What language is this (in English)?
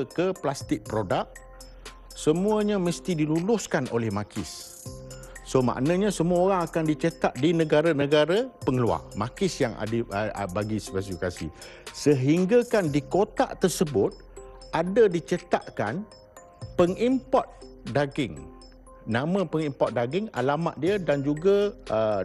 Malay